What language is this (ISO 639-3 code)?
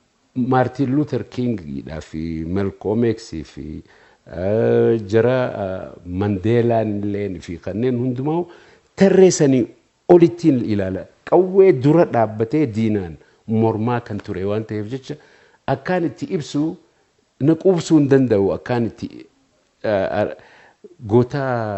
orm